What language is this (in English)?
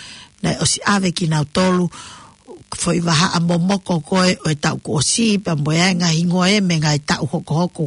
Tongan